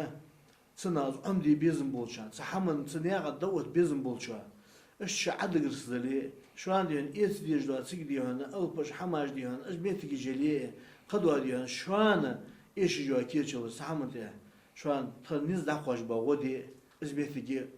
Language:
Ingush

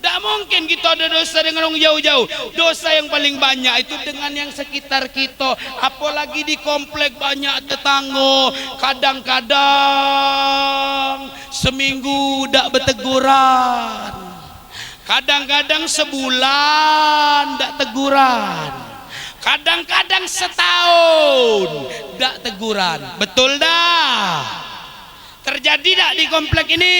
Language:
Musi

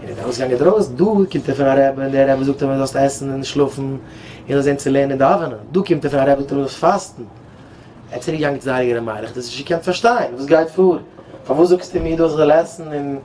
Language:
Yiddish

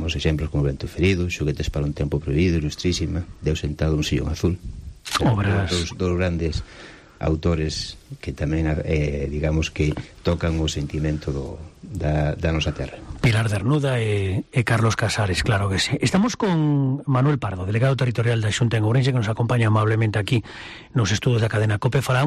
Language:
Galician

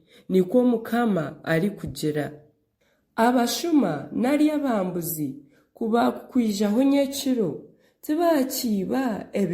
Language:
Nyankole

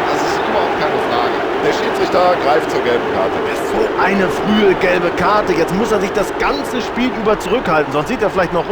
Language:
Bavarian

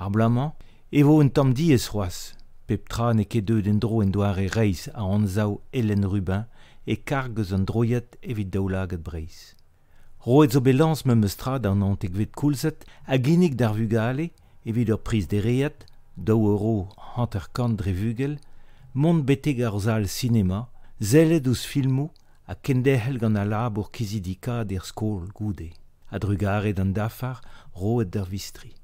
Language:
Breton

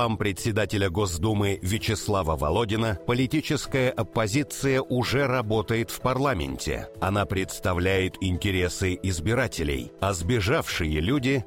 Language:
Russian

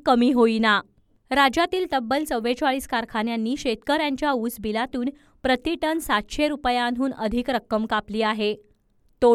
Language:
Marathi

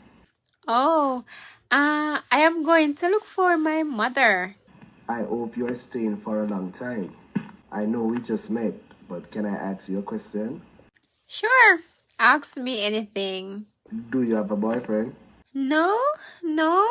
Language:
Jamaican Creole English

